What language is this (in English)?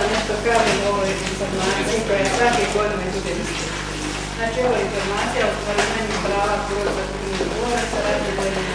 Bosnian